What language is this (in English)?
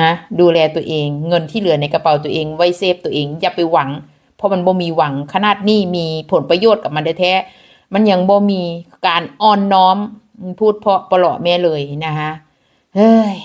Northeastern Thai